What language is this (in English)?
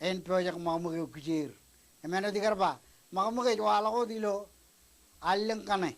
Marshallese